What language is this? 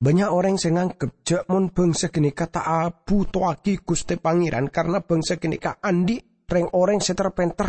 Madurese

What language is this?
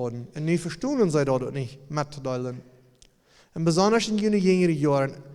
Plautdietsch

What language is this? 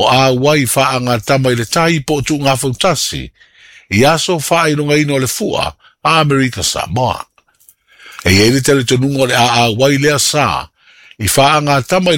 Samoan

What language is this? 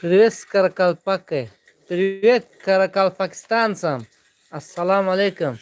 Tajik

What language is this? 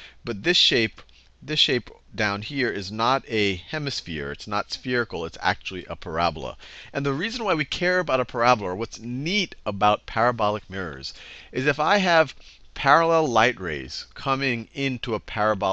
English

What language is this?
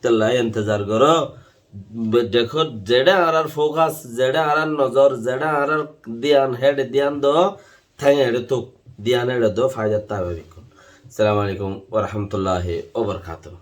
Rohingya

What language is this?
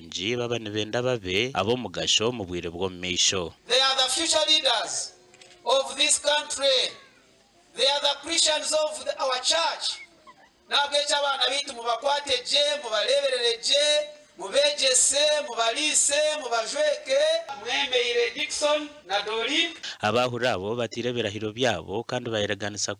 Nyankole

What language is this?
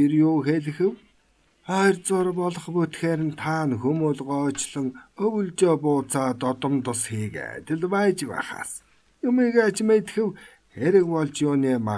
Mongolian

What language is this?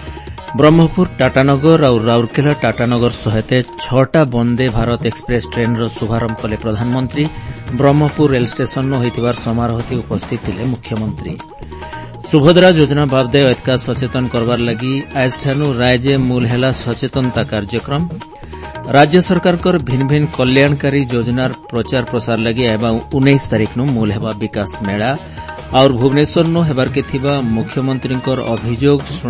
Odia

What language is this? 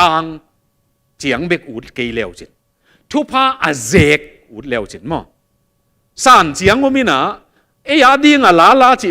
Tedim Chin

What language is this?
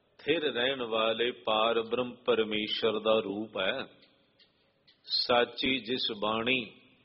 Punjabi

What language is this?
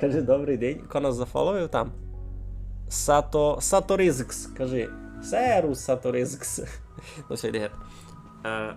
Rusyn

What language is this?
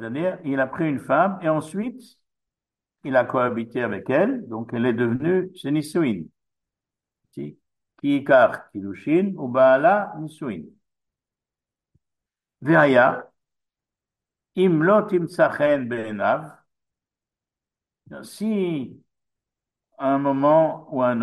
French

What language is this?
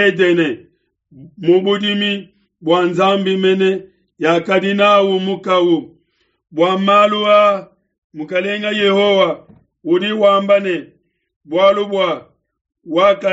Luba-Lulua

